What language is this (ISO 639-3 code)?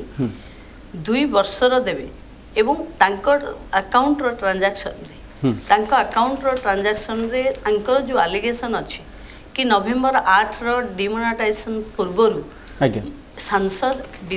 ori